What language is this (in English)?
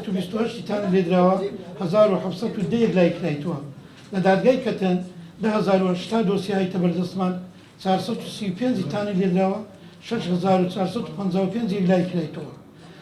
Central Kurdish